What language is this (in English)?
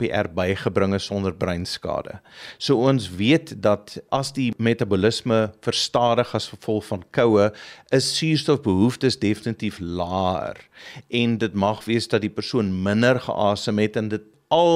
Afrikaans